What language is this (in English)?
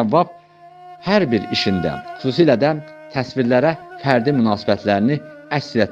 Azerbaijani